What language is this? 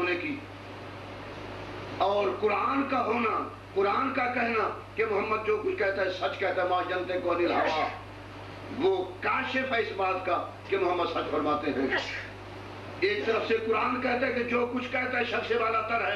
Urdu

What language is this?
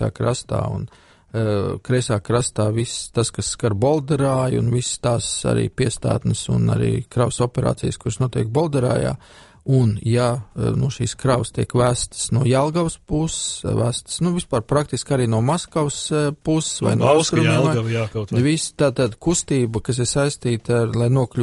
Latvian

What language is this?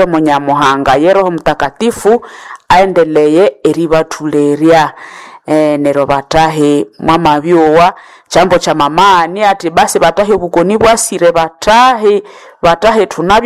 Nande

